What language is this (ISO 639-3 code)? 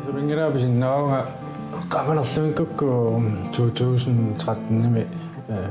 kal